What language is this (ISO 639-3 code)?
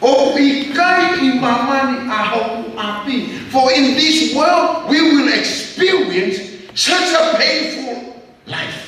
ton